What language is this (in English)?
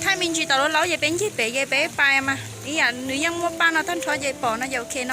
Hmong